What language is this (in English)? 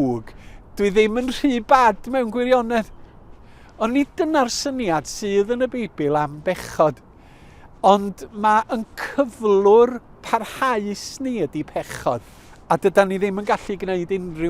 Welsh